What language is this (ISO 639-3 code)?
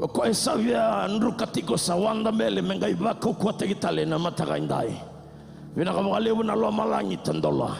fij